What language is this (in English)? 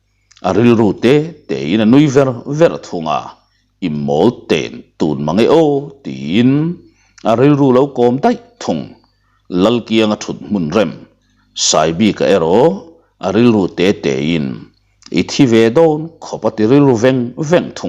Mizo